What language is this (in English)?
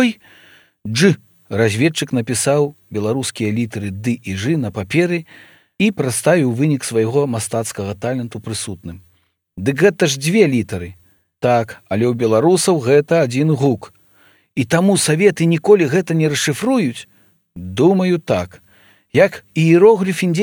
Belarusian